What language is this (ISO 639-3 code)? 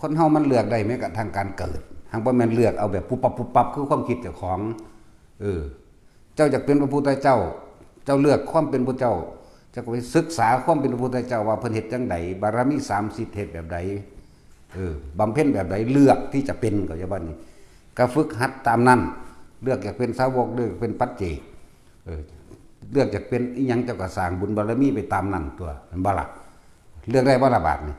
tts